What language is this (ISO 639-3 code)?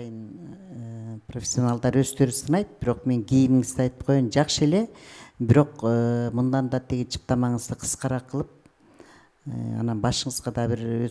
kir